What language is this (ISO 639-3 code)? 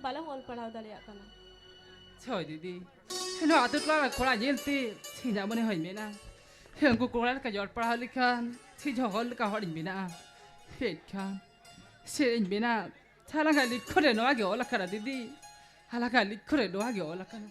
sat